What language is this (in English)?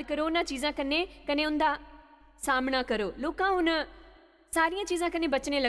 Dogri